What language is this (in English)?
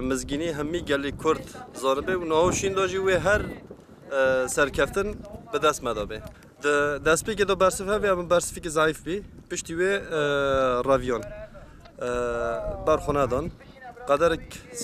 Kurdish